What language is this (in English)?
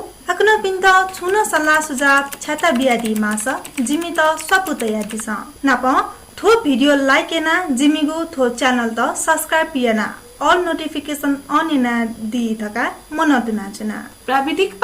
Newari